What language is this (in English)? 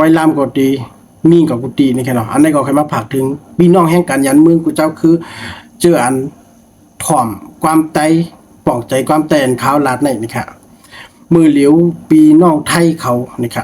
Shan